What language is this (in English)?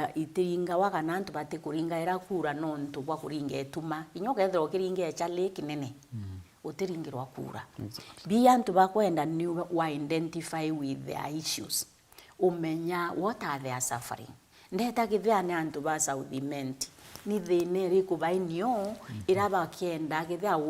Meru